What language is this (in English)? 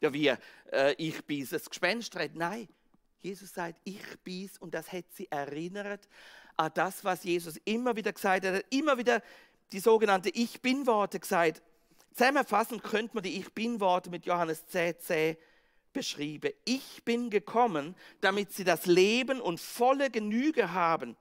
Swiss German